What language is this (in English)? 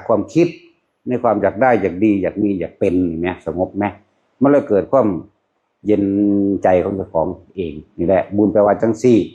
Northeastern Thai